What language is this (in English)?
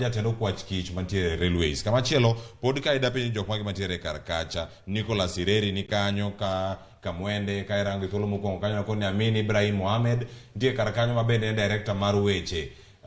Luo (Kenya and Tanzania)